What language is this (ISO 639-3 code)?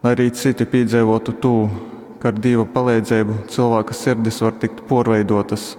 ltg